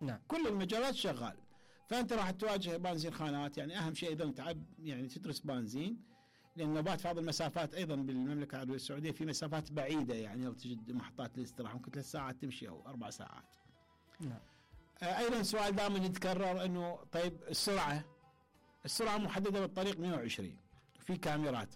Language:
Mesopotamian Arabic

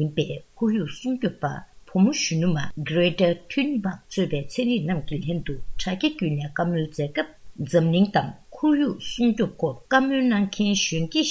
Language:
Tibetan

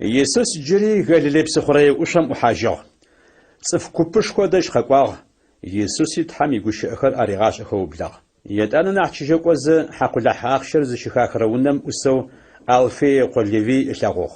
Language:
Adyghe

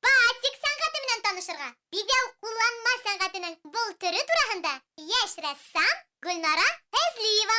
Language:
Bashkir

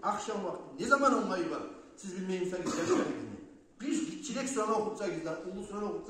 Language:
Kumyk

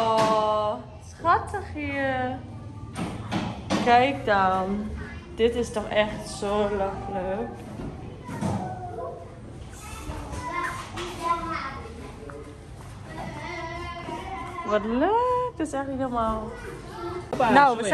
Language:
Dutch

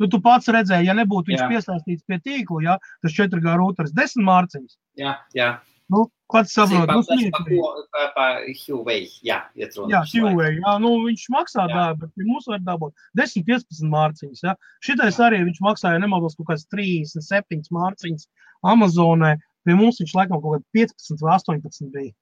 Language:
Latvian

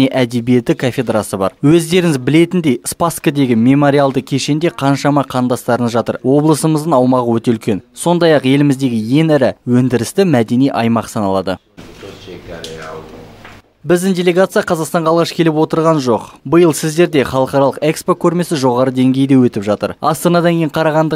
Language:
Kazakh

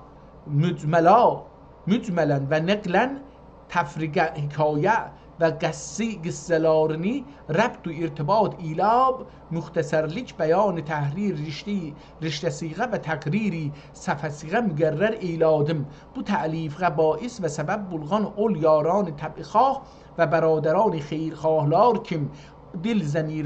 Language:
South Azerbaijani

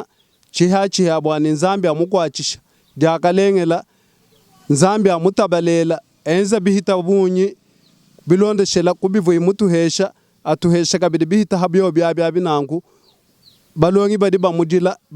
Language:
Luba-Lulua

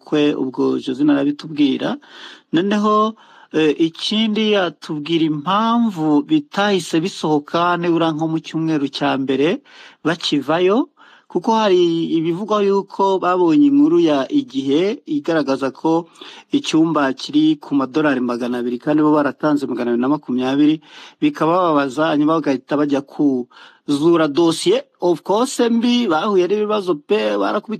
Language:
Kinyarwanda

